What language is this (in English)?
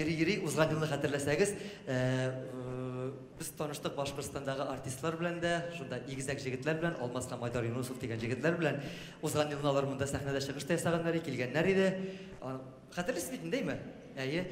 Tatar